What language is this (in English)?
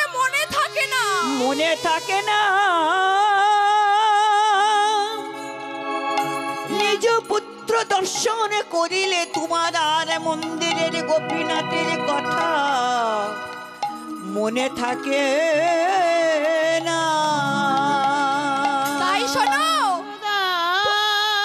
Bangla